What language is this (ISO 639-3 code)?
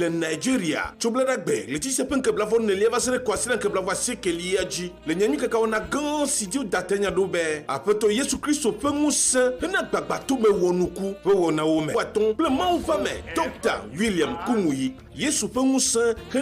ewe